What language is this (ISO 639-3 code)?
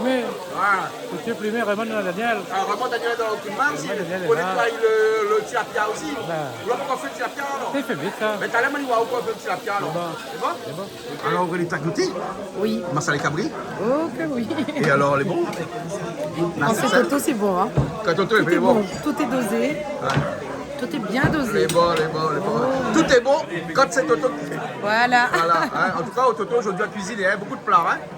rcf